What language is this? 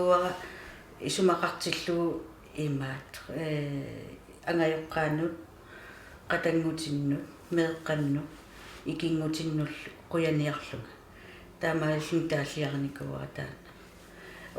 Kalaallisut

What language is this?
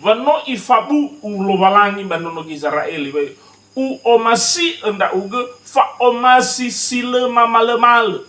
Nias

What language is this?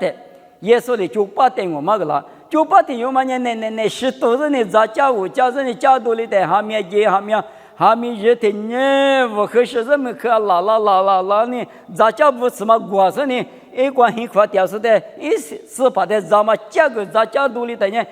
Lisu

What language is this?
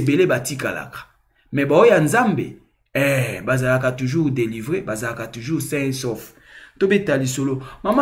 Lingala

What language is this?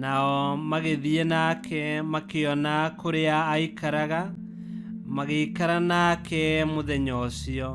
Kikuyu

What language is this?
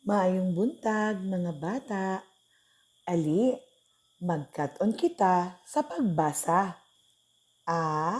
Cebuano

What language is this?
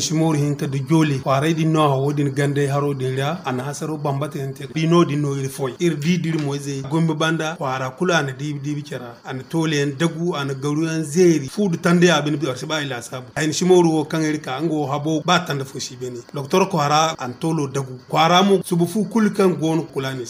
Zarma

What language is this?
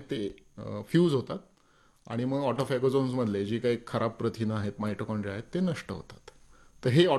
Marathi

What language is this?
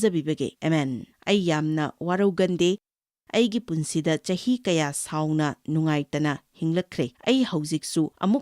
Manipuri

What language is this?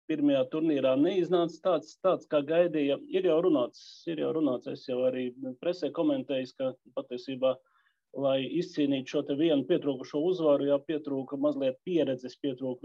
Latvian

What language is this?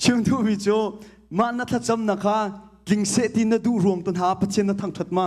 Hakha Chin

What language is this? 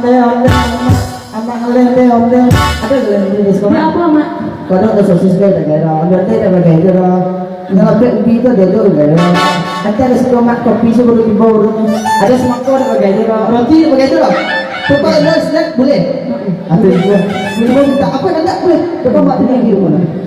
Minangkabau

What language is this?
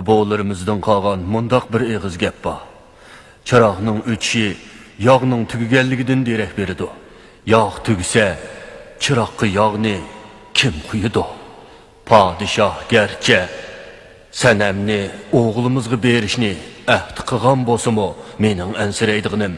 Uyghur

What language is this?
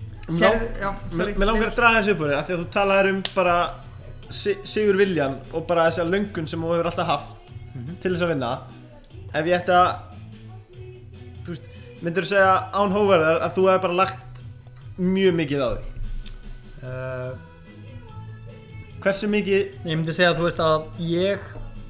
Icelandic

